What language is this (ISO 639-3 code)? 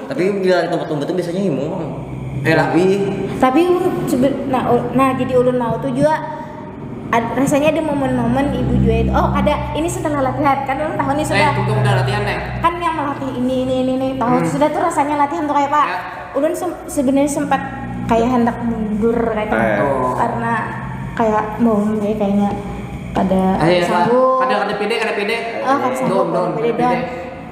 bjn